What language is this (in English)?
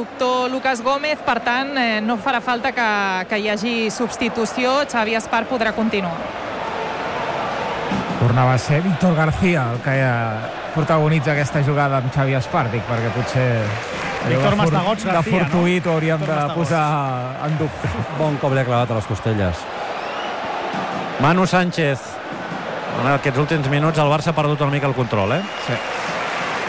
Catalan